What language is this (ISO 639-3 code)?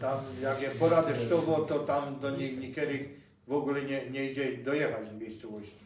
szl